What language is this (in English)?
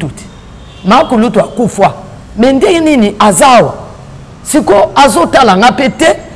Lingala